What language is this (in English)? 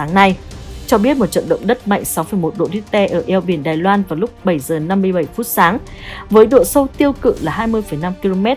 Vietnamese